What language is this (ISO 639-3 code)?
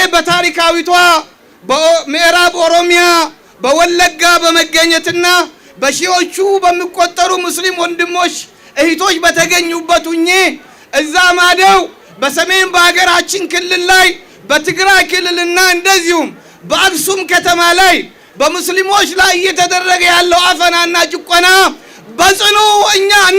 amh